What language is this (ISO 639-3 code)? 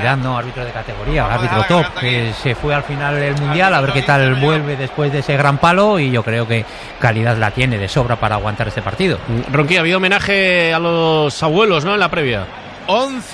spa